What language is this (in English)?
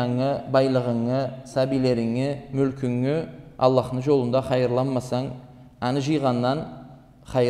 Karachay-Balkar